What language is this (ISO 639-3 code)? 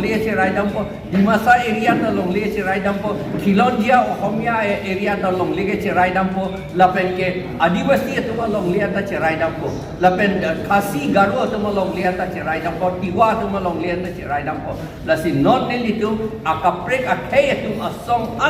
mjw